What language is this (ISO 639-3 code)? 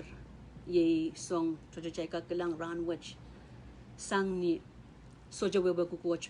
pon